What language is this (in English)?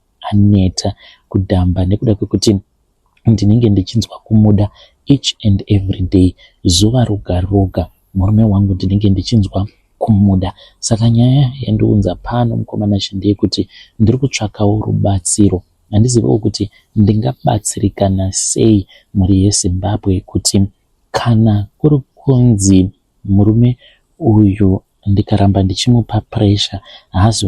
Shona